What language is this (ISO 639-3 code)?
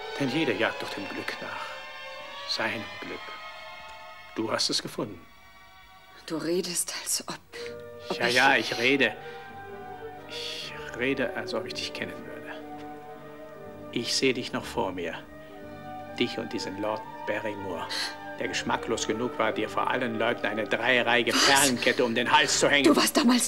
deu